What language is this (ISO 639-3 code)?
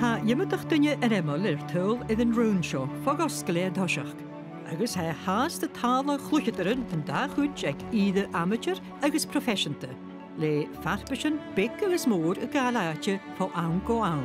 gla